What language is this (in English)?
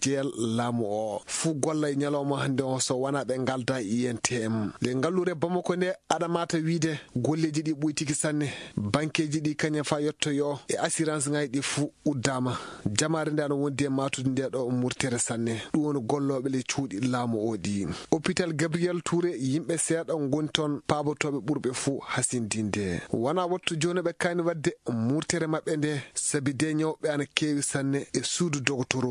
Fula